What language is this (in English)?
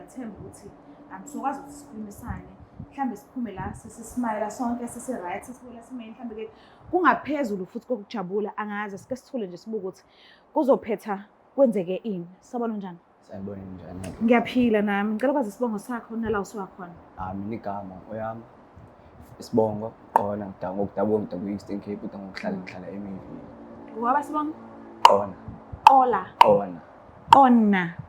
Zulu